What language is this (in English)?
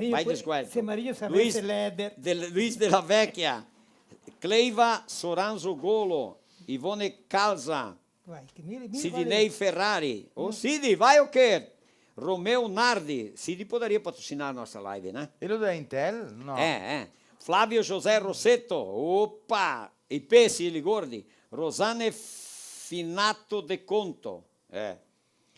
Venetian